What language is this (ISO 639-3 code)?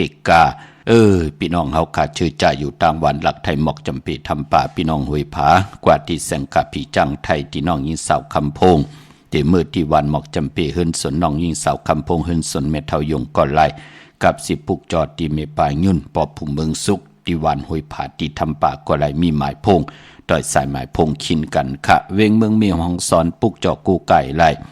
shn